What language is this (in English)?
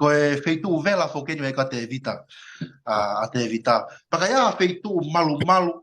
Tongan